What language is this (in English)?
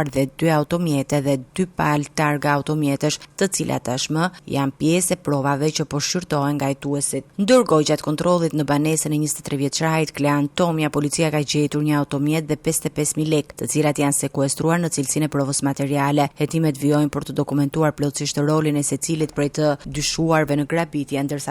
Albanian